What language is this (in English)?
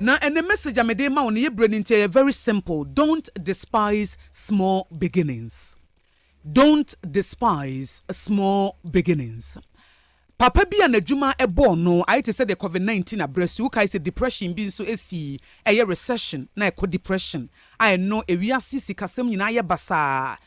Akan